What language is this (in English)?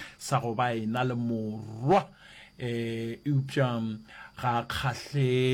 Northern Sotho